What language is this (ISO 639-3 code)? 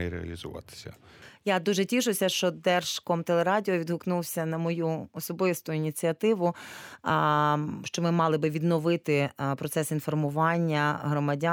ukr